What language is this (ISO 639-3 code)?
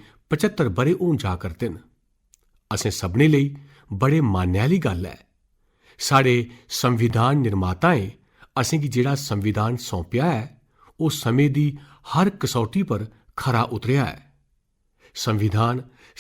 doi